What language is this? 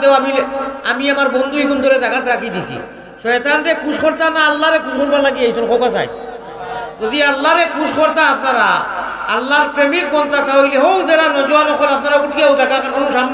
Sylheti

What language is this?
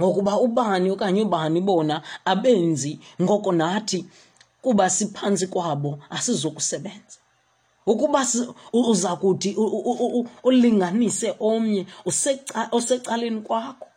Xhosa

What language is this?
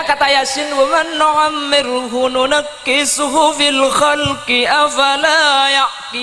Madurese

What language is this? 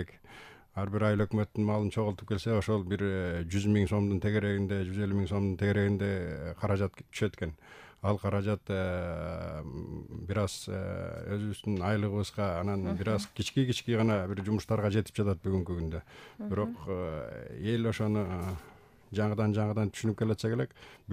Kyrgyz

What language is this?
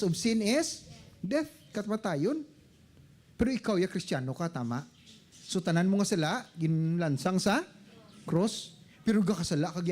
Hiligaynon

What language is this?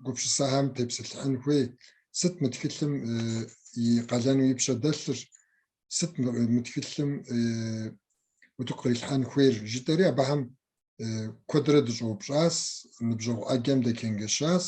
Kabardian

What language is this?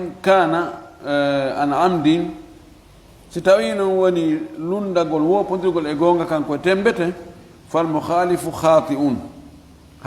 Fula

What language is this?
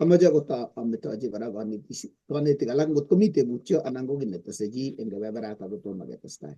Kalenjin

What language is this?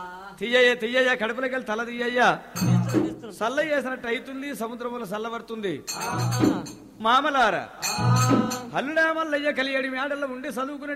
Telugu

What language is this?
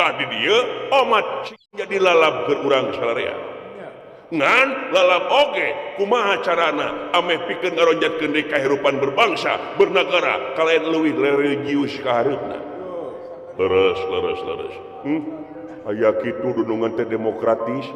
Sundanese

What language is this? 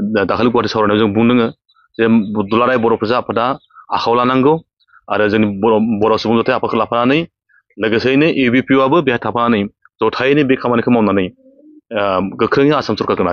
Bodo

